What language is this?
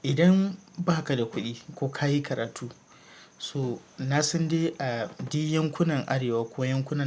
Hausa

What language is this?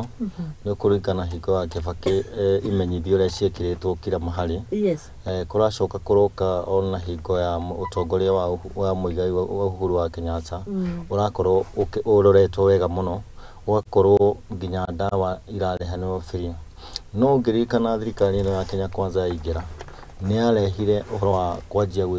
Kikuyu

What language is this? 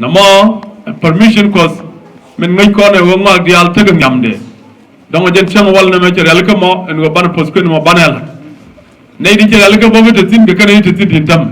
Nuer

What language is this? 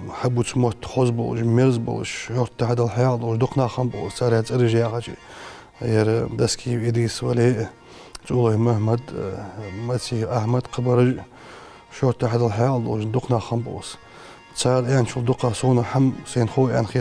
Ingush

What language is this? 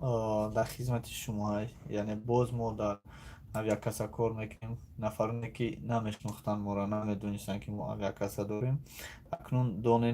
Tajik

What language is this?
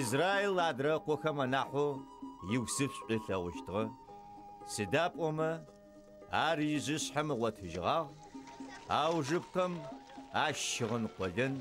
Adyghe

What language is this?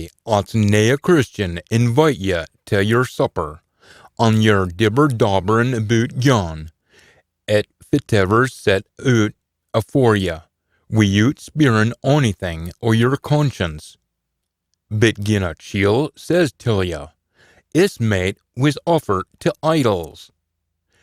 Scots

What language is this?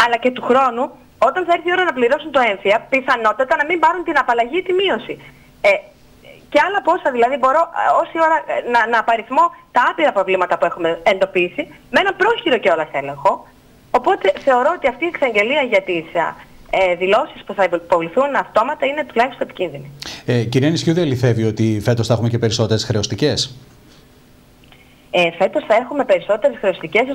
Greek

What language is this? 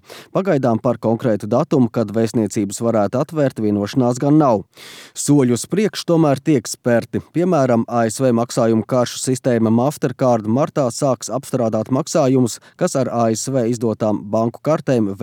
Latvian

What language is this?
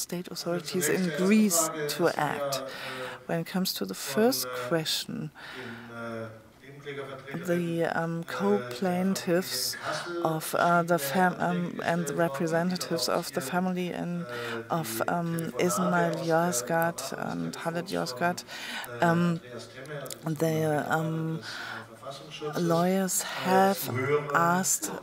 English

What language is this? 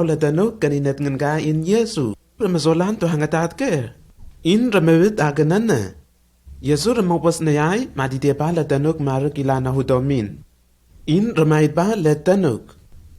Lenakel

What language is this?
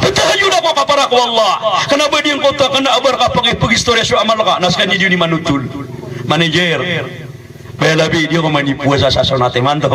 Maranao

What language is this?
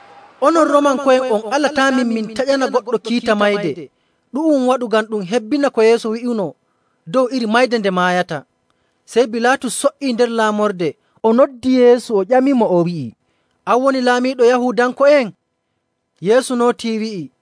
Nigerian Fulfulde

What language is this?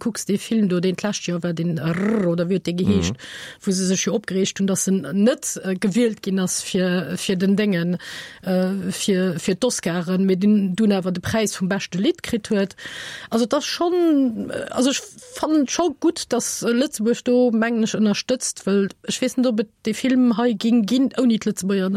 Luxembourgish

